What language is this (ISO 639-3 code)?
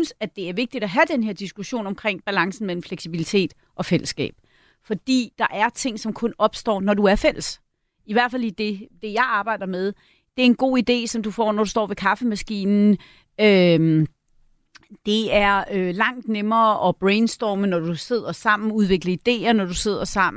dan